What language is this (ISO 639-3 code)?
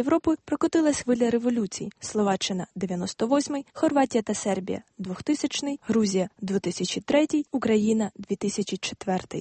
ukr